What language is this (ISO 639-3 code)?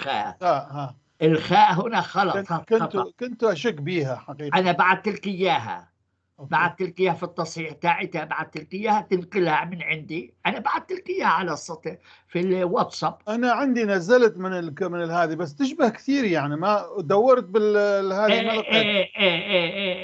apc